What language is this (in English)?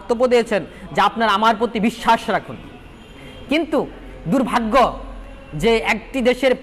Bangla